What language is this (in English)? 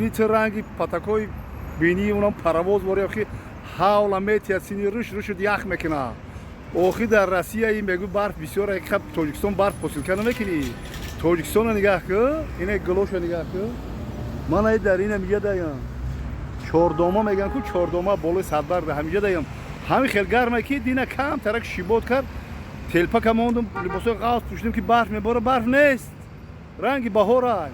Tajik